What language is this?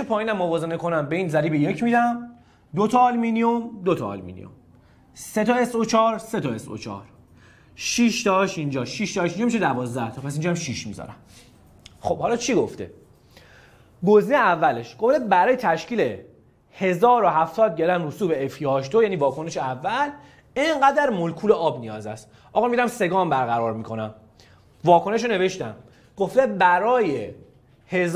Persian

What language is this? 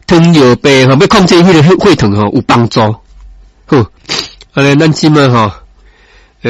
Min Nan Chinese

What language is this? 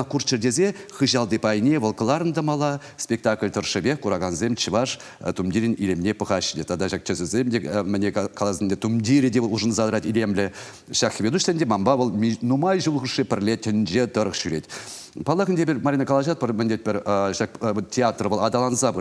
Chuvash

